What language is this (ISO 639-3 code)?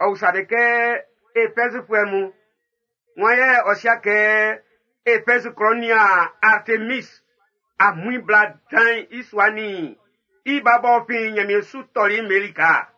bci